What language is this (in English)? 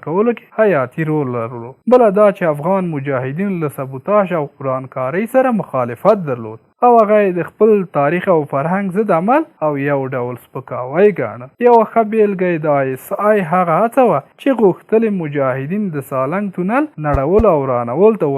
Pashto